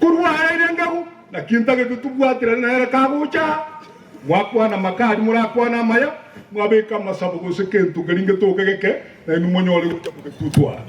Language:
Gusii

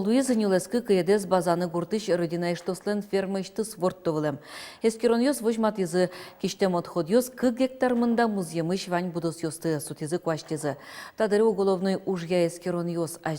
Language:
Udmurt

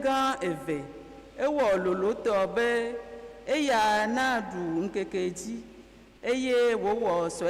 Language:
Ewe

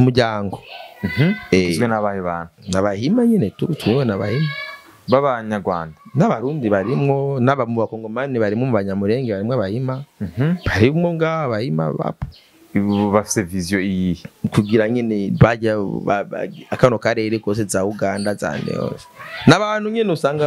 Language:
Rundi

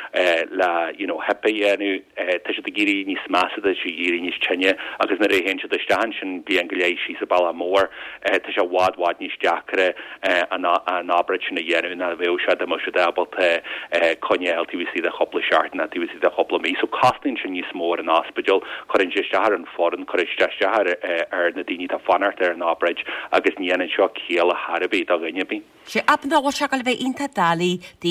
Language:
Irish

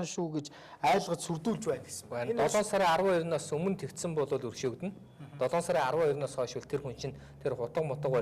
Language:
Mongolian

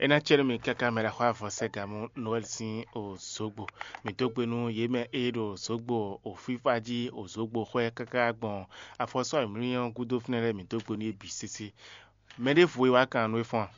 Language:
Fon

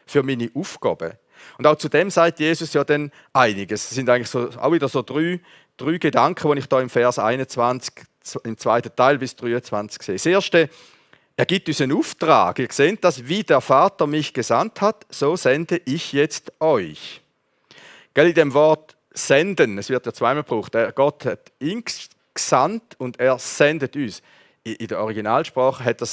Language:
Swiss German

